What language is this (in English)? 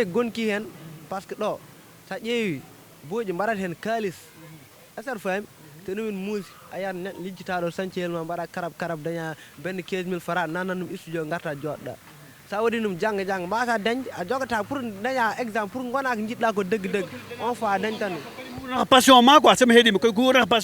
Fula